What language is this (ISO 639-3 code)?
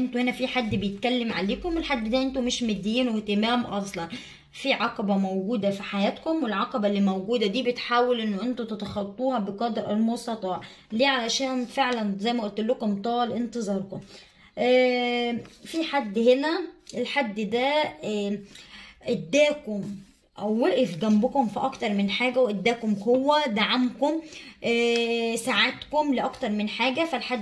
arz